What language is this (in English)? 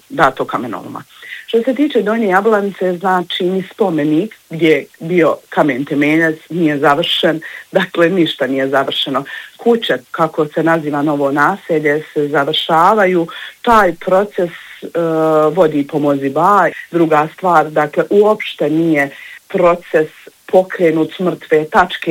Bosnian